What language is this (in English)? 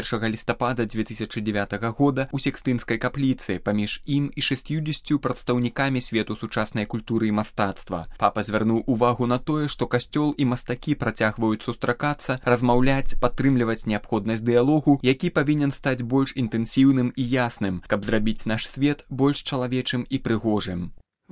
Belarusian